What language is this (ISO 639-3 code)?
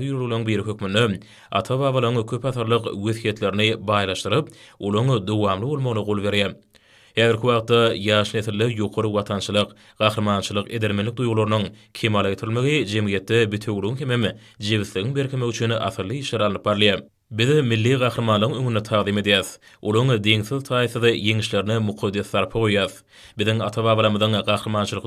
tuk